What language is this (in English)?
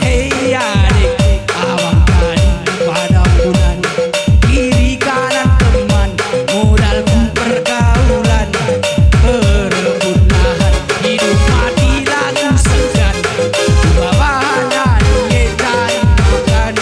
Batak Karo